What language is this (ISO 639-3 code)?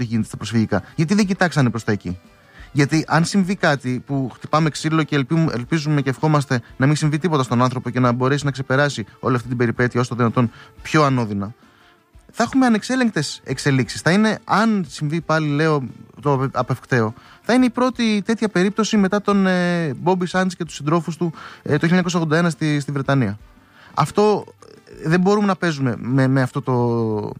ell